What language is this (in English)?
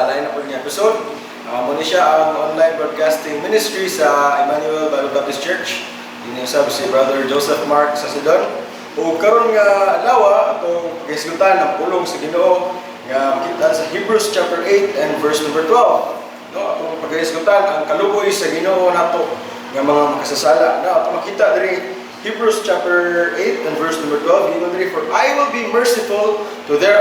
Cebuano